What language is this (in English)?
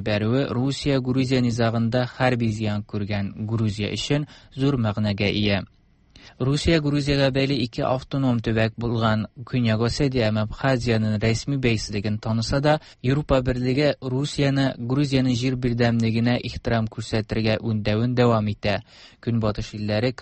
Tatar